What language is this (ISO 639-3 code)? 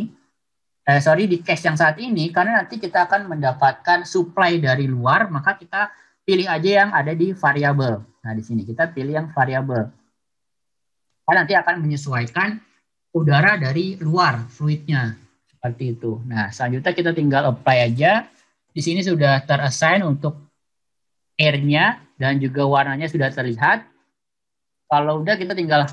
ind